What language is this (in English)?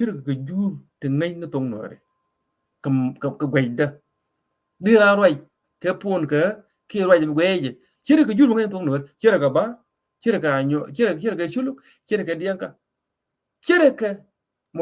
Nuer